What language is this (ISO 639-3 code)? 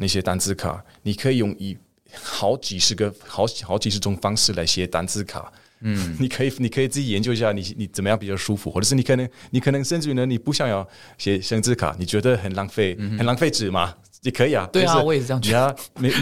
zho